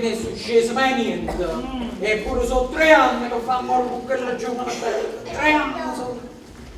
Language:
Neapolitan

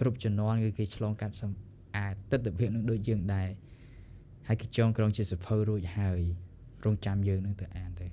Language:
Khmer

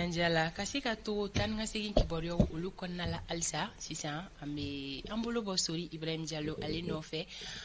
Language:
Bambara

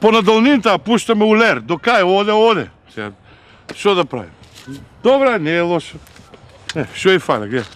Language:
Macedonian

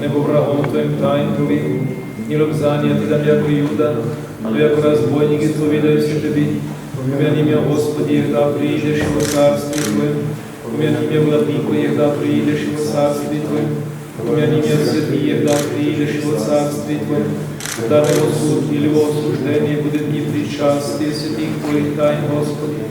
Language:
Rusyn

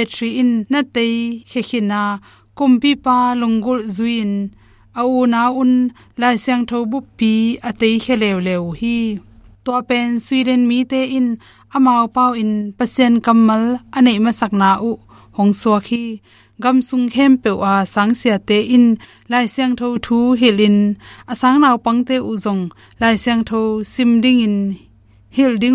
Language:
Tedim Chin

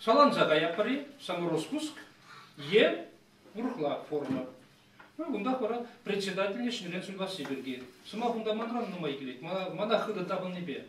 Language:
Chuvash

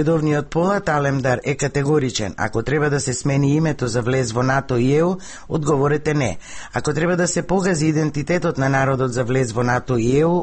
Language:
Macedonian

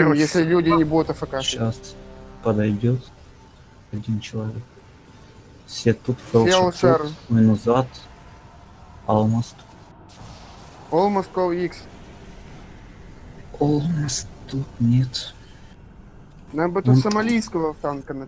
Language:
Russian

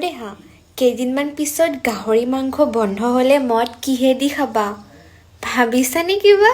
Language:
Assamese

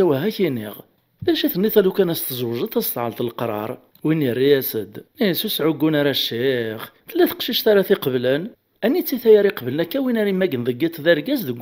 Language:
Kabyle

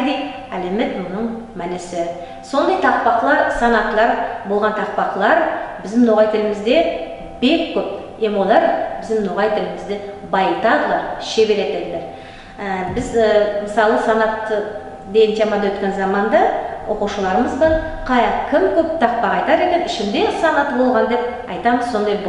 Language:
Nogai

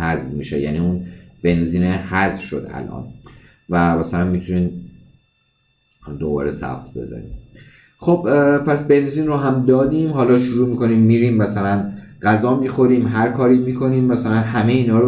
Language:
Persian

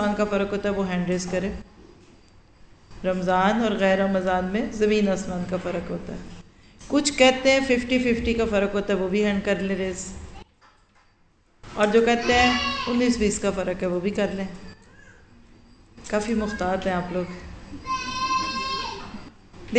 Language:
Urdu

